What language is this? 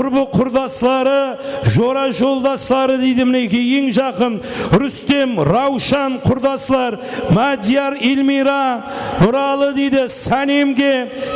Kara-Kalpak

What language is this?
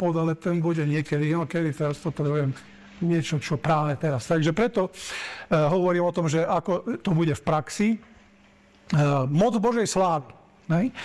Slovak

